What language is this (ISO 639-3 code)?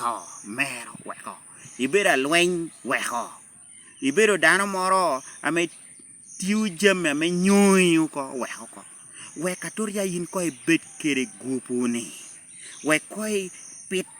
laj